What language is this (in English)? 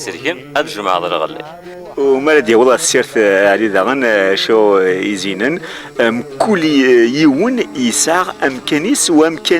Kabyle